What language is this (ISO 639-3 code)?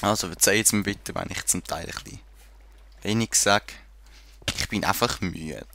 gsw